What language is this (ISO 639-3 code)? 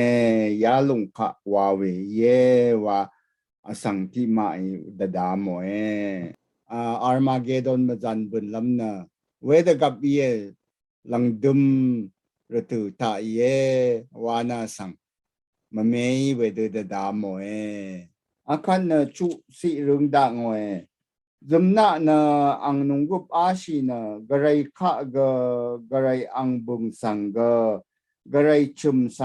raw